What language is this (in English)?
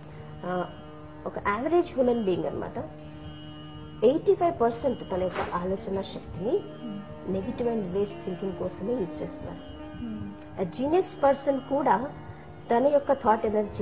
Telugu